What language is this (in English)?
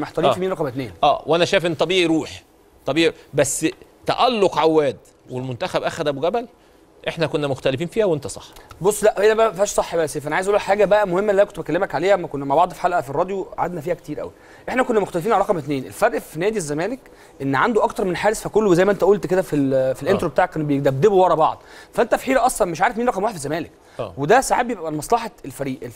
Egyptian Arabic